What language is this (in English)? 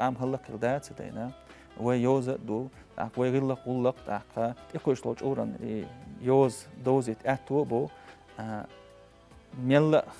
Chechen